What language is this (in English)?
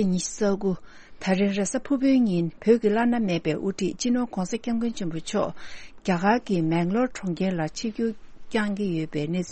Tibetan